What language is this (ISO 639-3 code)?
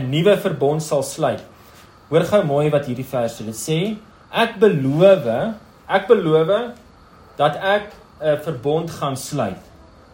afr